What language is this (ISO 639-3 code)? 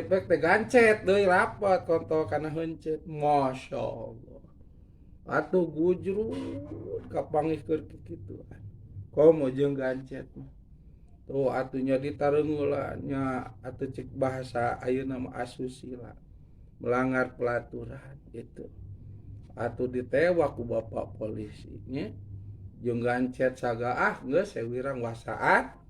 sun